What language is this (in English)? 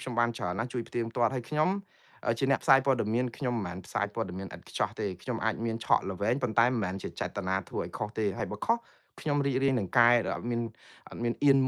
Khmer